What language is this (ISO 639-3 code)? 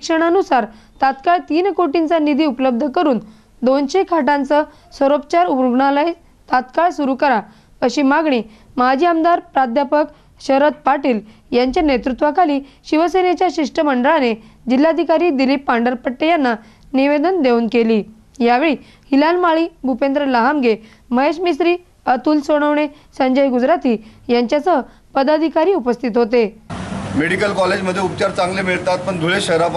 mar